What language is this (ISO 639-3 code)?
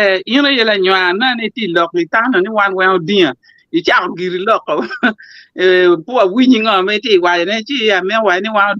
ach